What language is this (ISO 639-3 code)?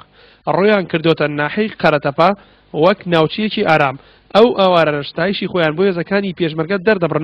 ckb